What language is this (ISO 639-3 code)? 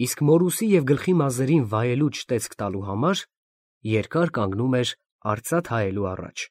hye